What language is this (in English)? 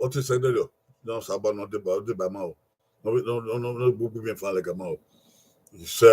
Bini